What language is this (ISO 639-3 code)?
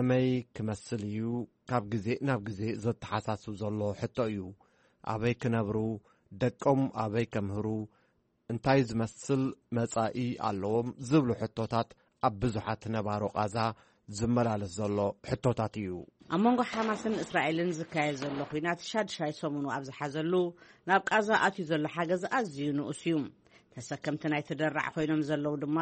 tir